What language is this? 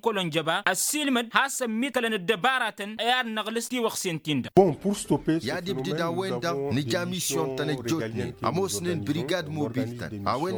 Tamasheq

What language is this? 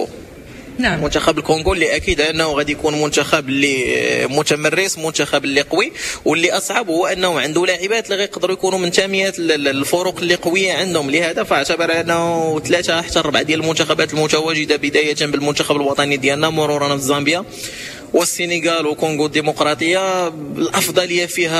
Moroccan Arabic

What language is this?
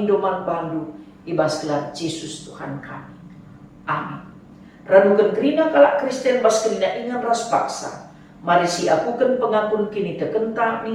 Batak Karo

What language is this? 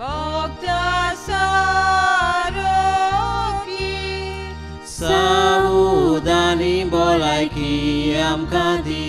Konkani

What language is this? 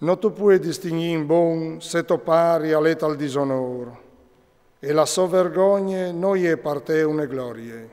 Friulian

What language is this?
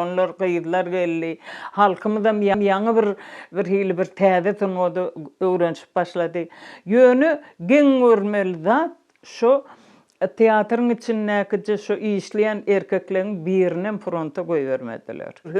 Turkmen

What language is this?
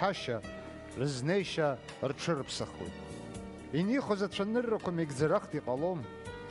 Abkhazian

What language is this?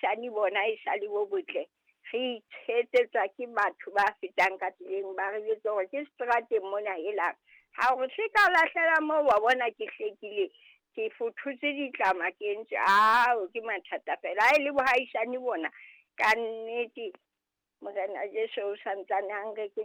Southern Sotho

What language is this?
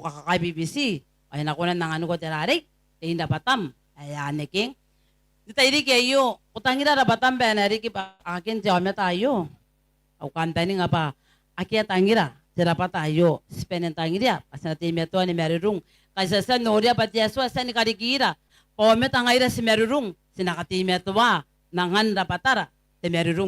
Gilbertese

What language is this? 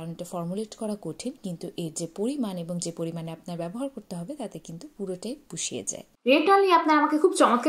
Bangla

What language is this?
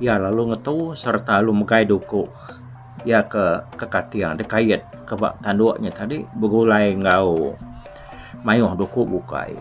Iban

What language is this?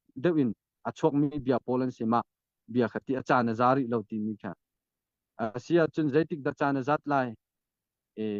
Hakha Chin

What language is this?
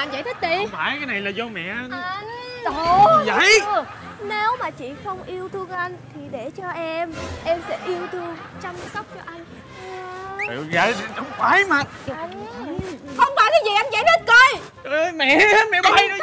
Vietnamese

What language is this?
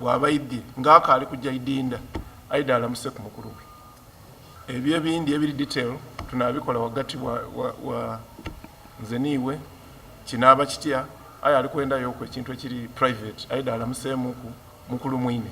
Ganda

